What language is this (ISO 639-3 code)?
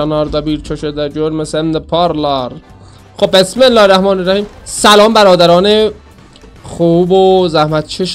azb